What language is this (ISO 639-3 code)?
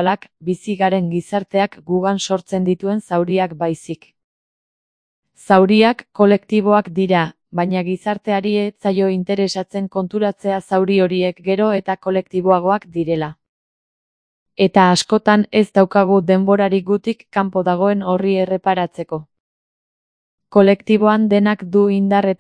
eus